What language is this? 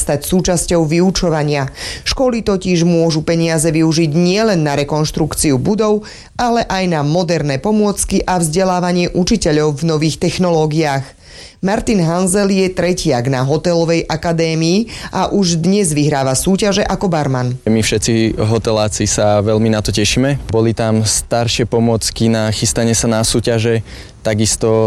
Slovak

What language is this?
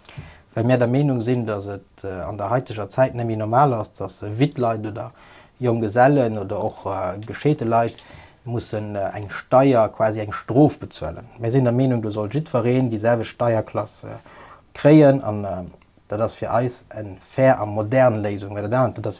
Luxembourgish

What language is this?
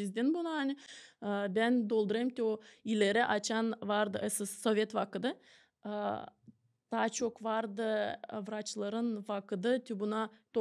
Gagauz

